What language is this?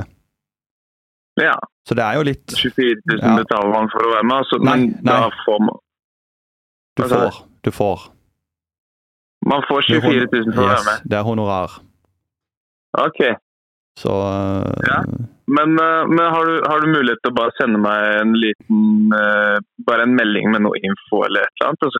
Norwegian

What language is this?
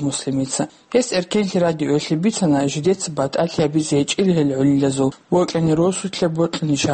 Avaric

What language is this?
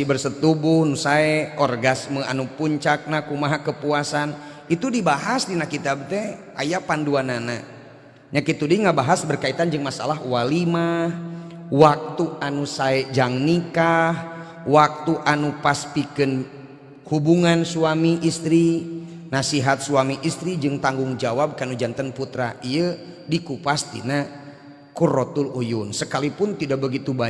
Sundanese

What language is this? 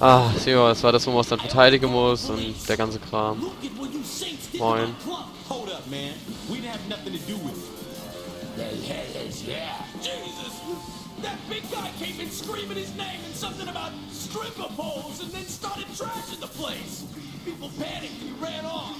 Palatine German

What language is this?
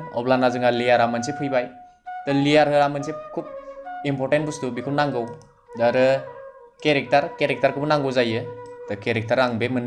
Bodo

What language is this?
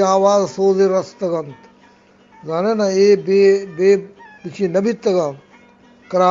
Eastern Balochi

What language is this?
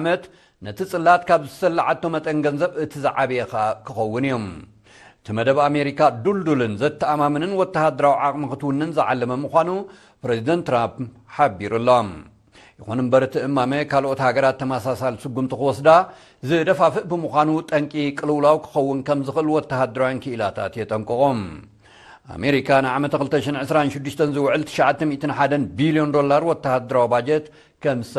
Tigrinya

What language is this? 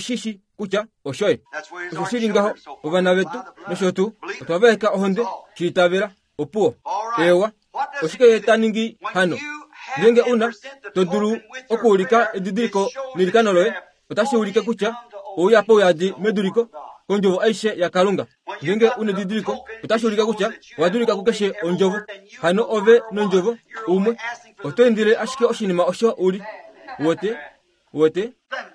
Kuanyama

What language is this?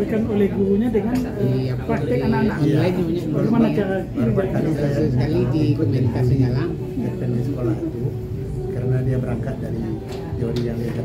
Indonesian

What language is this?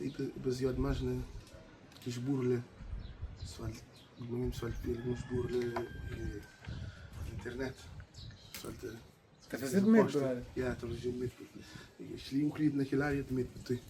Kabuverdianu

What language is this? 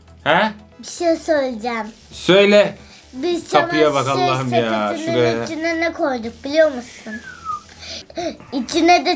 Turkish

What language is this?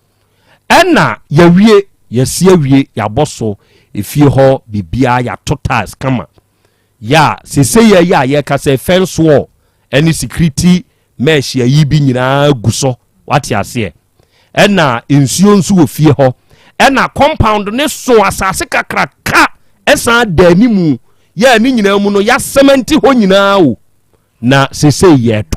Akan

